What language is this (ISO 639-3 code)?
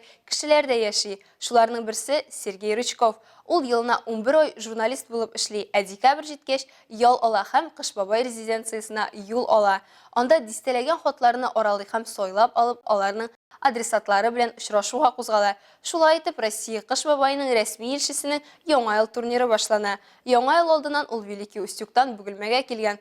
tat